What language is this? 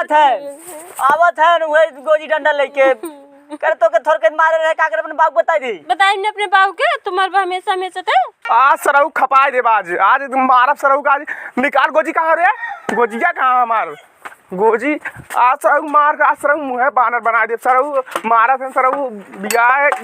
Awadhi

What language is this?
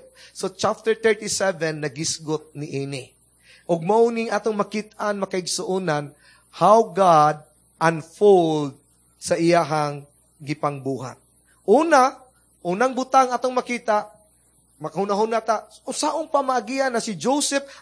Cebuano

